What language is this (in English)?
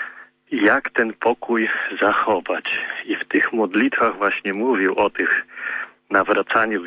Polish